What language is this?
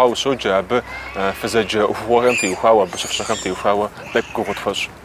Kabardian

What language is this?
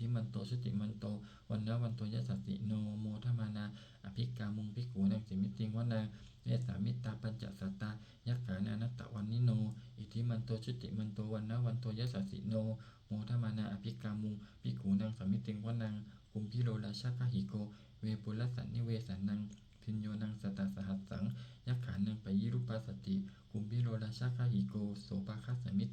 Pali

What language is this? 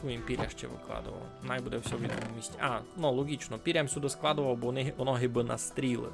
Rusyn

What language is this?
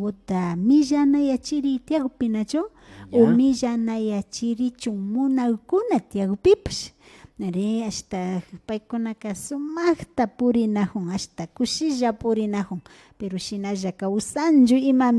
Imbabura Highland Quichua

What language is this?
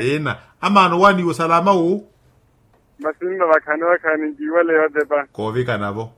Makhuwa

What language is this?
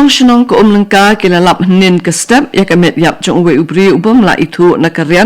Khasi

